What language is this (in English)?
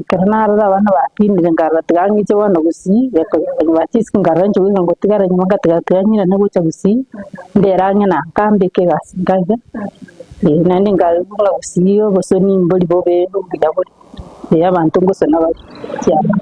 Gusii